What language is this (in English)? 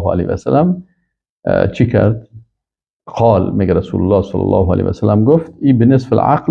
Persian